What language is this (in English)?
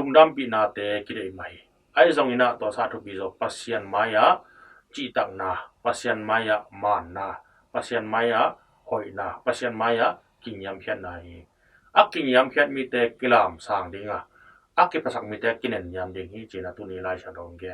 Tedim Chin